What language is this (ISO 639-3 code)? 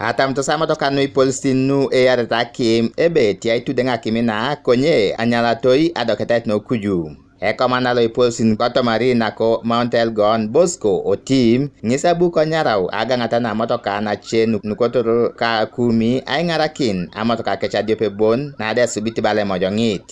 teo